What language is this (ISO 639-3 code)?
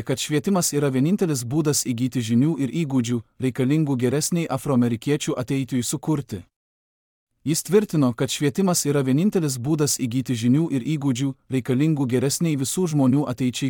lit